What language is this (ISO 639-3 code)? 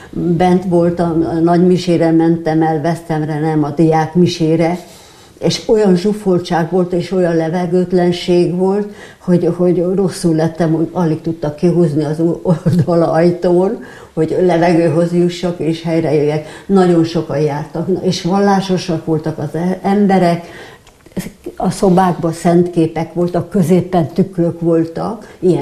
hun